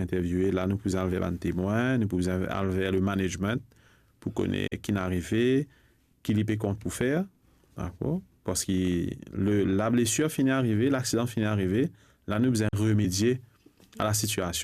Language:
Morisyen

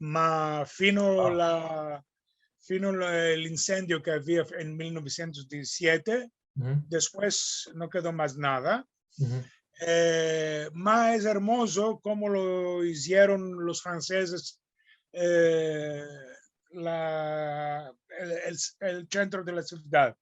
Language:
Ladino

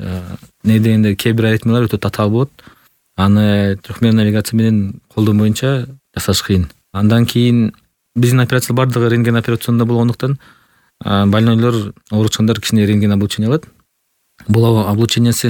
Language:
Kyrgyz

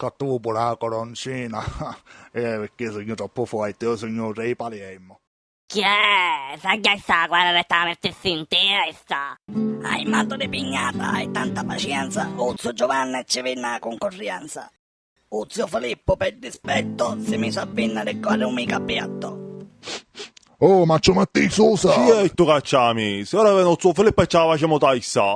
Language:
Sicilian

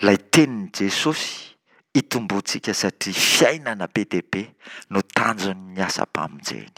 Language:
Malagasy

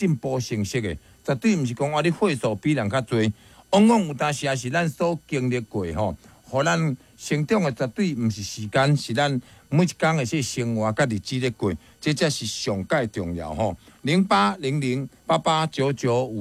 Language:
Min Nan Chinese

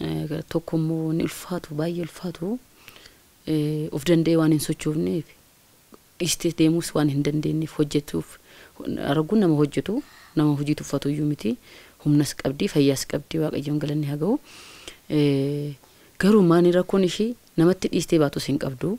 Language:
Oromo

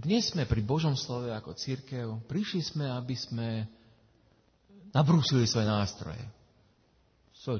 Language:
Slovak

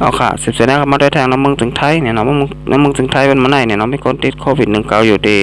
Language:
Shan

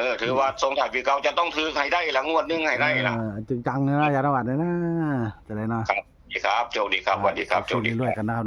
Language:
Northeastern Thai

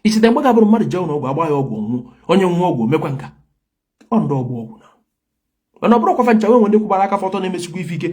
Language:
Igbo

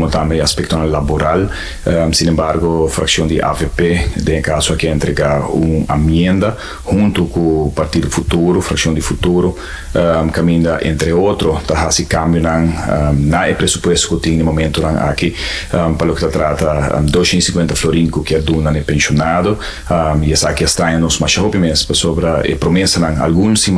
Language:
Papiamento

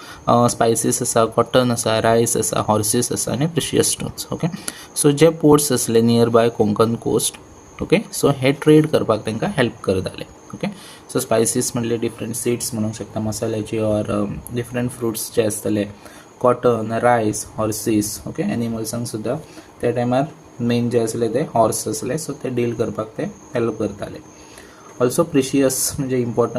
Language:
Konkani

